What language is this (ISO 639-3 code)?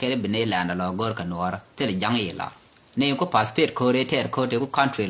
nus